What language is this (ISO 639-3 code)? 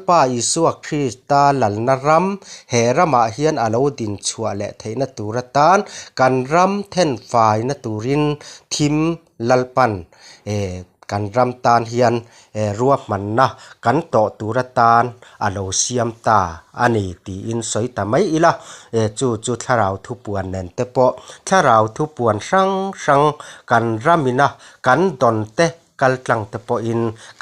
lus